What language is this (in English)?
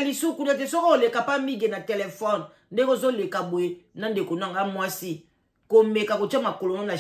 Lingala